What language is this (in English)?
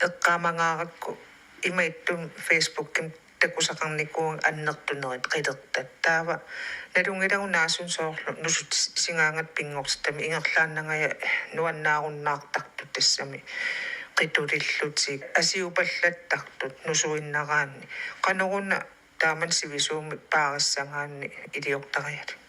Kalaallisut